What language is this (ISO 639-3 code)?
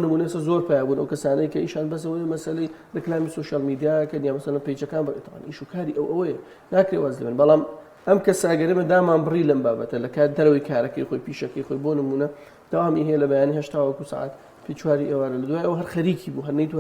ckb